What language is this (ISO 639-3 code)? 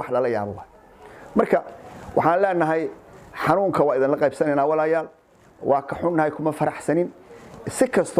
som